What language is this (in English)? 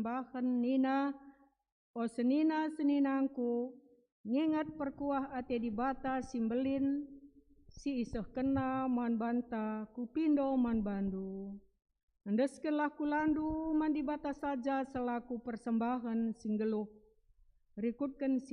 Batak Karo